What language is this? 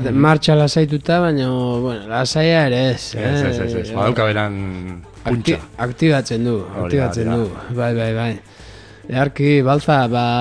Basque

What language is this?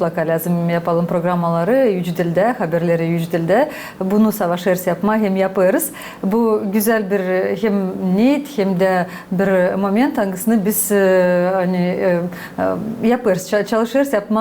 Gagauz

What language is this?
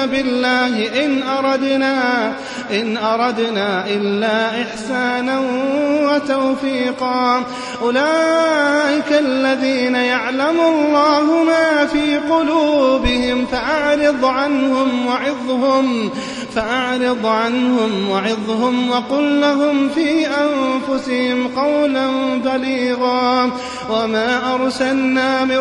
Arabic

